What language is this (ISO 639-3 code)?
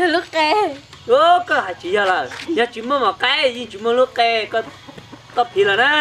hmn